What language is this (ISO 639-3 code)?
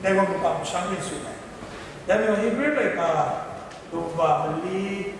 kac